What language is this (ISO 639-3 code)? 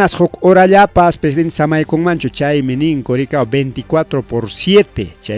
quy